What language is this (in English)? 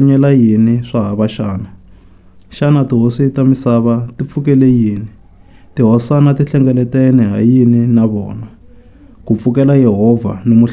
Tsonga